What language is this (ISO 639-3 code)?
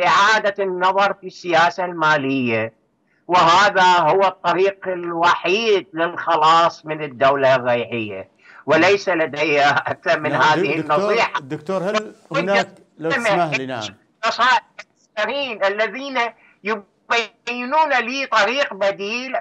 ara